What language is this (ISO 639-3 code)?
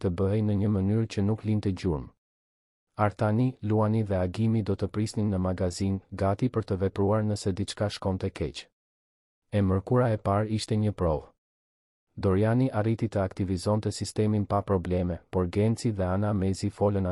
sqi